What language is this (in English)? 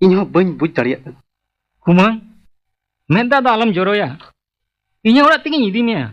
Santali